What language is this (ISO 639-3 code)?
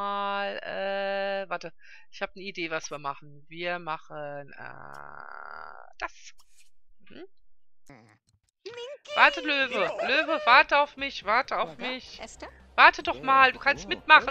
deu